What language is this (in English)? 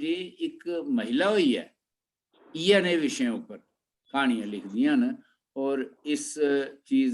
Dogri